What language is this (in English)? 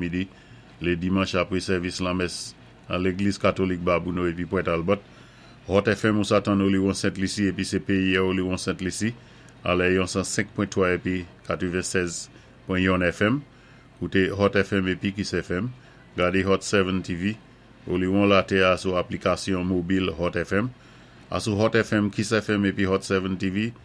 Saint Lucian Creole French